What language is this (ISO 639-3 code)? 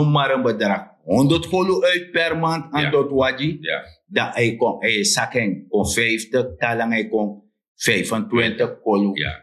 srn